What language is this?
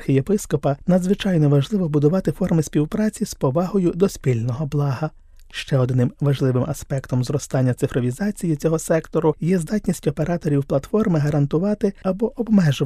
Ukrainian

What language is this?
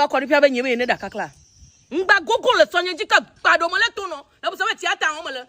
Ewe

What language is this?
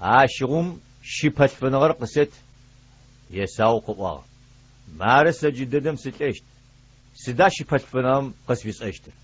Adyghe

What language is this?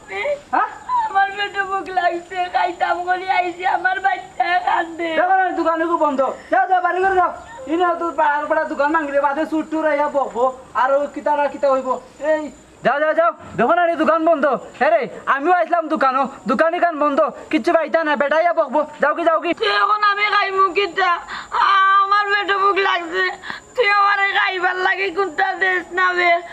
Sylheti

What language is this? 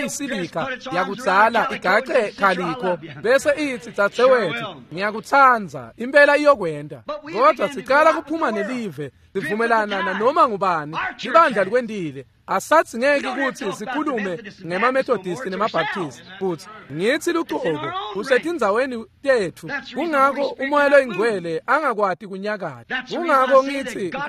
Swati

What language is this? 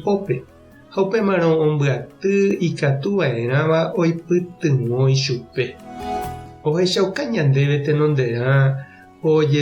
Guarani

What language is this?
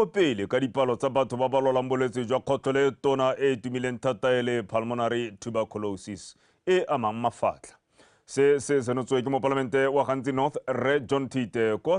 Tswana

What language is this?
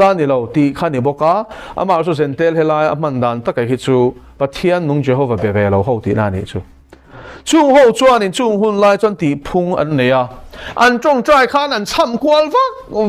Mizo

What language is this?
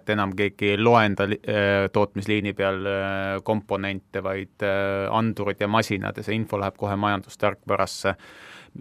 Estonian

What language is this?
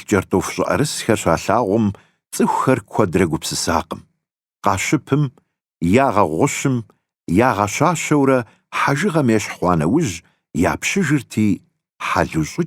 Kabardian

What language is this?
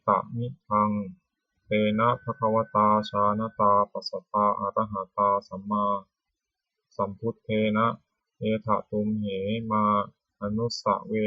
Pali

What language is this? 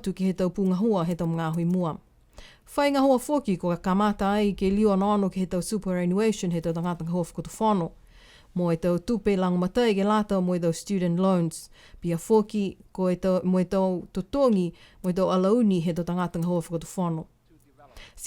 Niuean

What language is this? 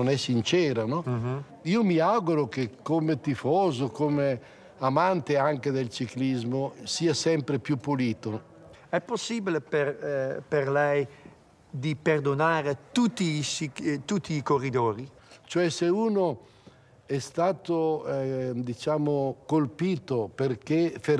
Italian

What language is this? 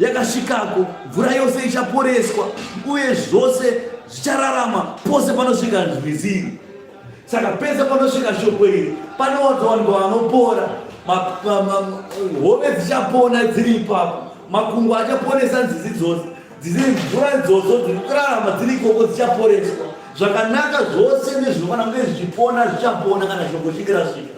Shona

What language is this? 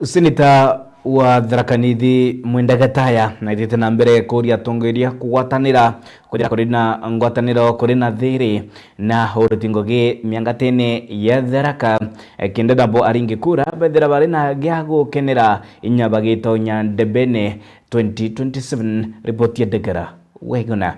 Meru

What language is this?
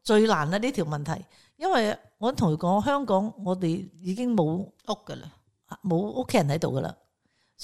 Cantonese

